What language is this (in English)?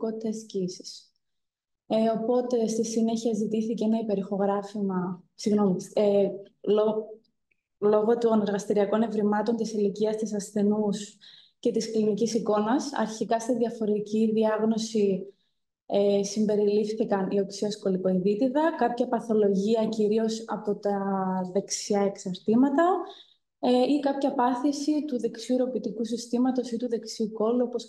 Greek